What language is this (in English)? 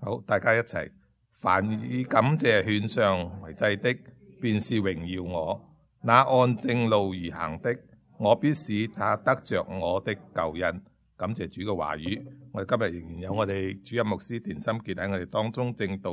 Cantonese